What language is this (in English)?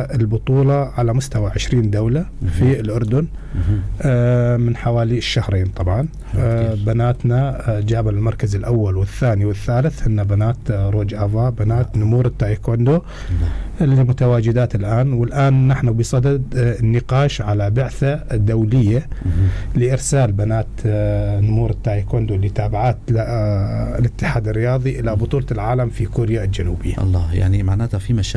North Levantine Arabic